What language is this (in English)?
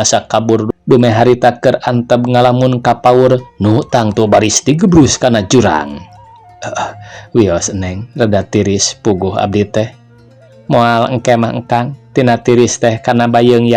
Sundanese